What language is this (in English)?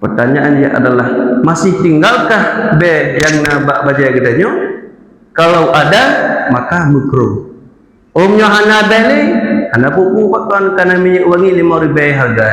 Achinese